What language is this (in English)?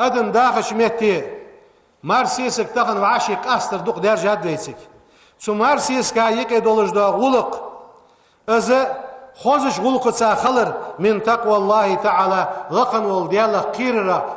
Ingush